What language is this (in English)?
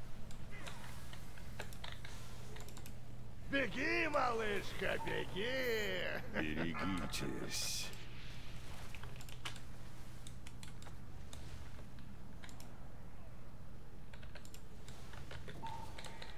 Russian